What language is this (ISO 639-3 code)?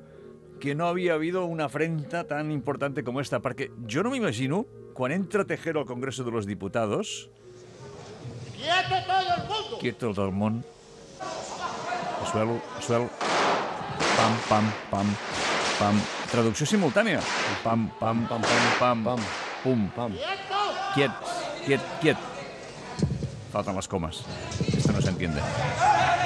cat